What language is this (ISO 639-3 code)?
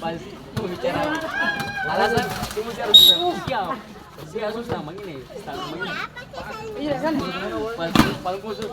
abs